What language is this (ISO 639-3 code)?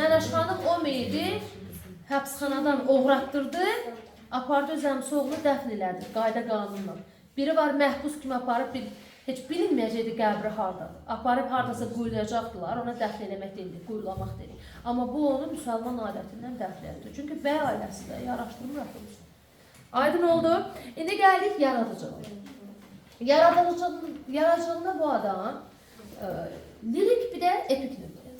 aze